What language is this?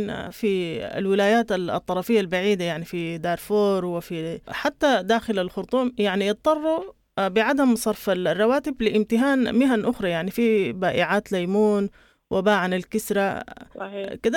Sudanese Arabic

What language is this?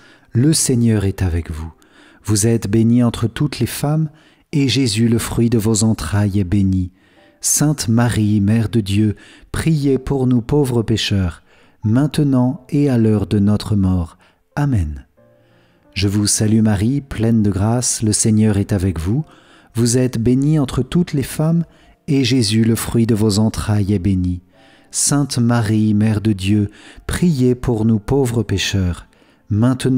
French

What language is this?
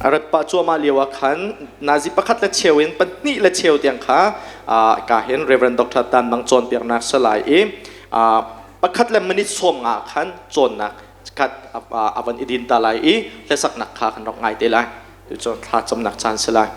Hakha Chin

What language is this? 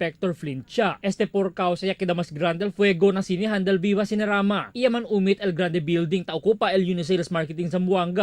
Chavacano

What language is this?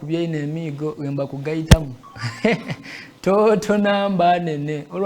Soga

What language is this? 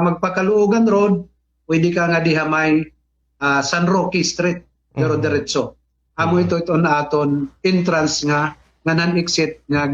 Waray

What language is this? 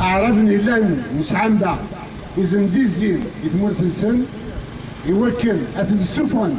Kabyle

